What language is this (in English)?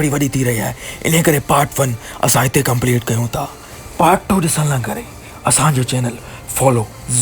Sindhi